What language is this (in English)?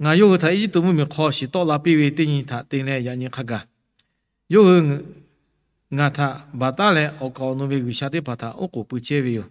Lahu